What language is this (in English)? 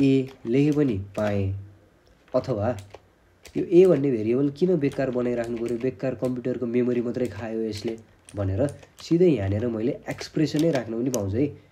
Nepali